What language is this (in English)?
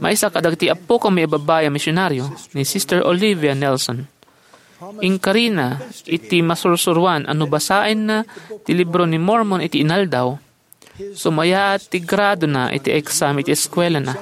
Iloko